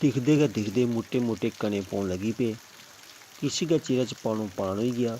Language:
Dogri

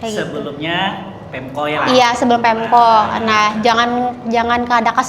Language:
Banjar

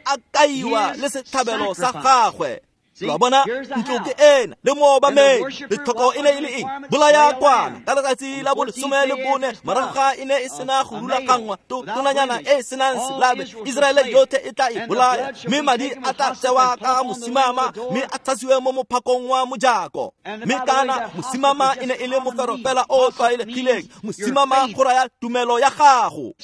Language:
Tswana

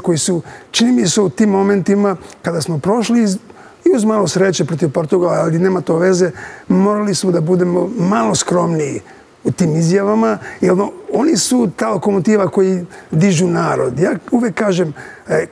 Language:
Serbian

